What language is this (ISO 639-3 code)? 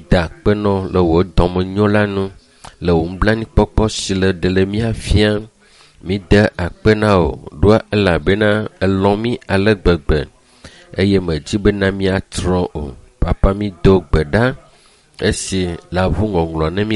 ewe